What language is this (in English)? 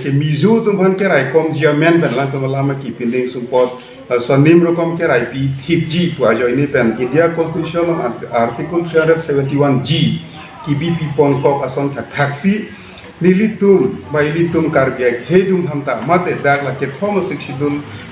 Karbi